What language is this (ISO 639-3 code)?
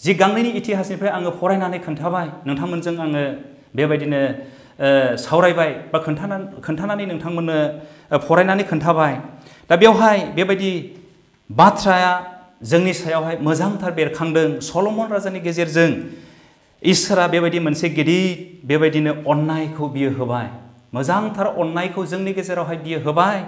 brx